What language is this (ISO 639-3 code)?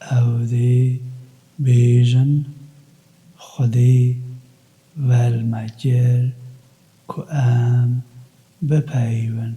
kur